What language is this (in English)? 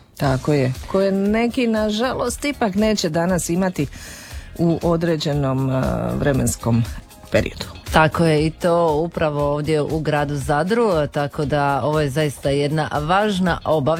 Croatian